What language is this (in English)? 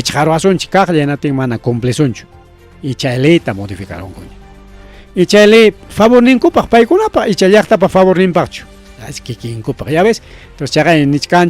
Ayacucho Quechua